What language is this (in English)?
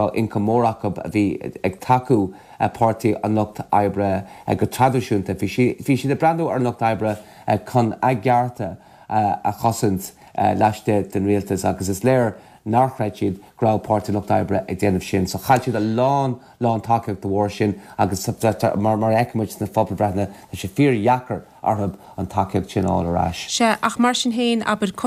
Irish